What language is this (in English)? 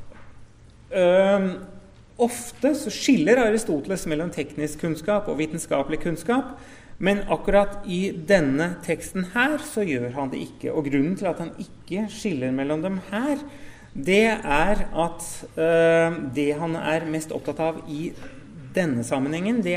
Norwegian